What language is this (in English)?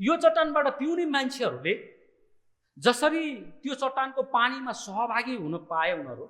Nepali